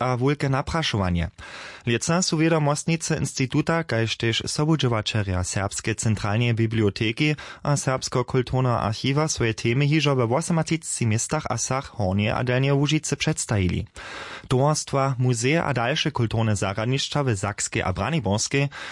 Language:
Upper Sorbian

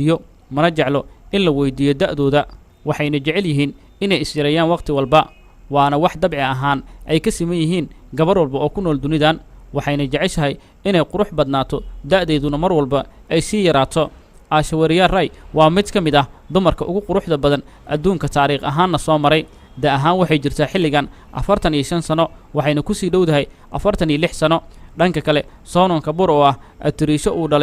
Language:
Somali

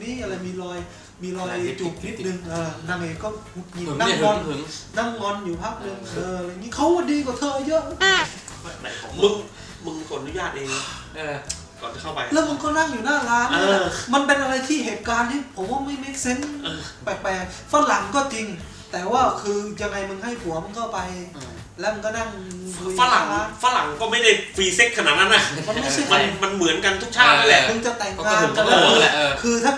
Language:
Thai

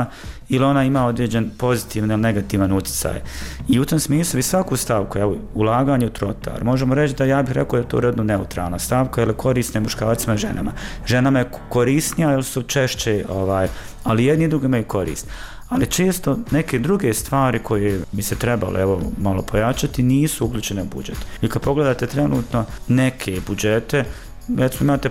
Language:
Bosnian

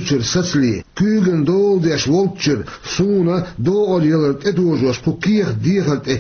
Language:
Chechen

